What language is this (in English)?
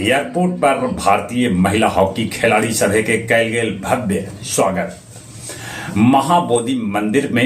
Magahi